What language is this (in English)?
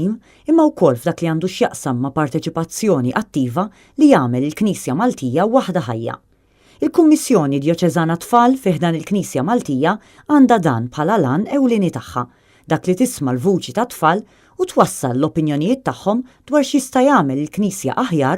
Maltese